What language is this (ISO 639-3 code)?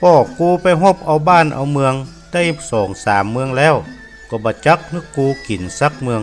nod